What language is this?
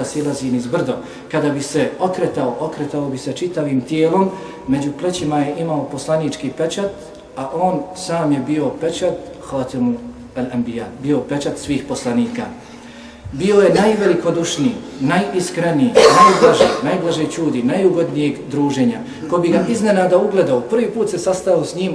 Bosnian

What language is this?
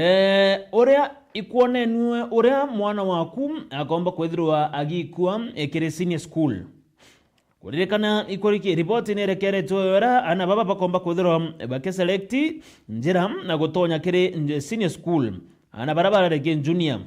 Meru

